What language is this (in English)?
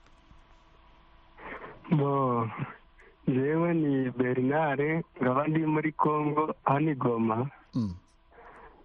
Kinyarwanda